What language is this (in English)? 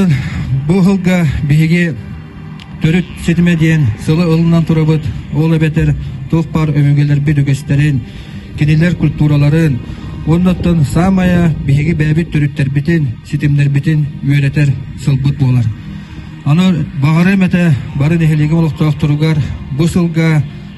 Yakut